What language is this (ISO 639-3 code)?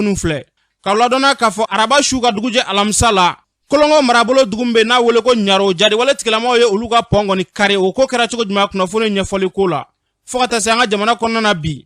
bam